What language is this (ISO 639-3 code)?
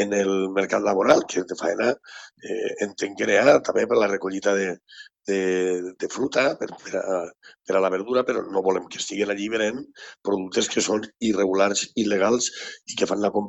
cat